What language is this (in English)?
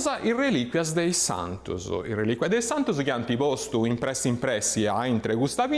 Sardinian